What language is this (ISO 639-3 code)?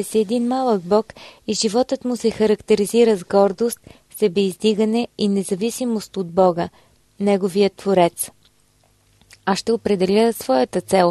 bul